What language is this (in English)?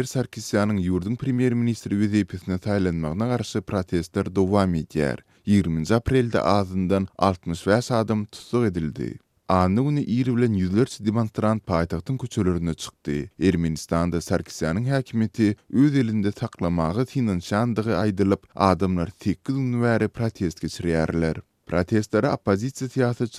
Turkmen